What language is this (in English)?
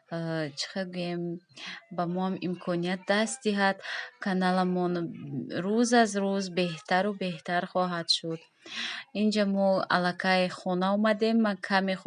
Tajik